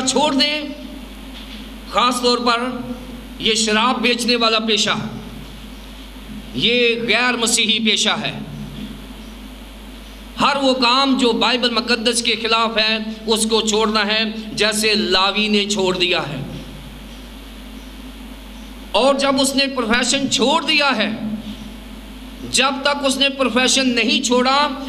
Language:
Urdu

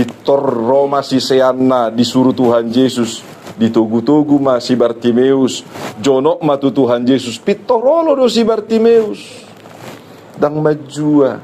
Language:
Batak Toba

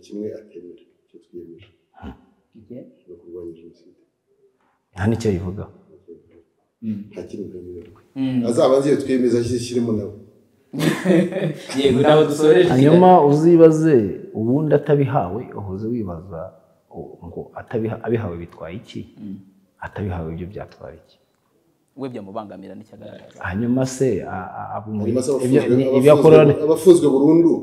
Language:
Kinyarwanda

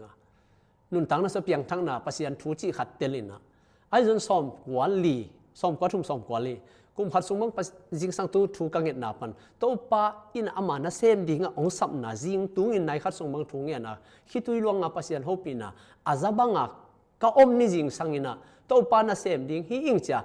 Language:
Tedim Chin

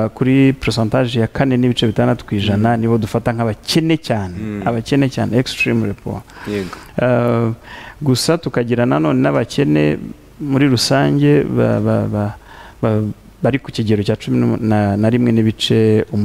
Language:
Kinyarwanda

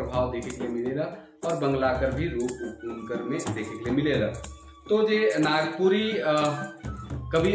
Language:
Sadri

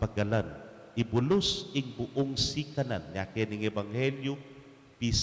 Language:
Pampanga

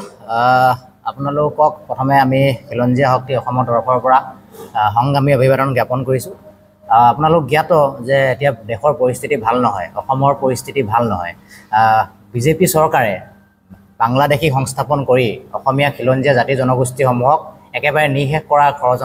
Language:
Assamese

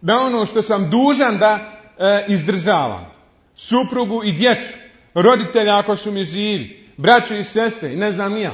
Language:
Bosnian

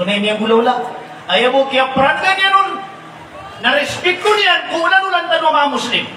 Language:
Maranao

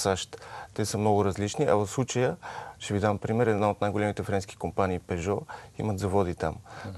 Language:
Bulgarian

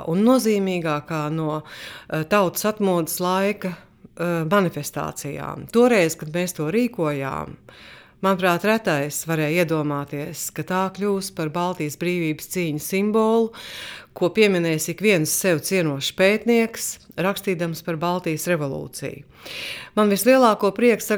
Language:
Latvian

